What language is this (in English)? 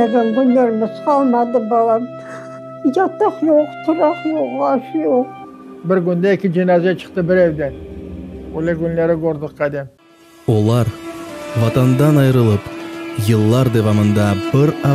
Crimean Tatar